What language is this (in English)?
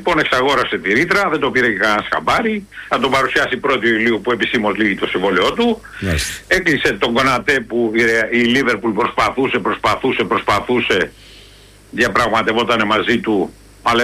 Greek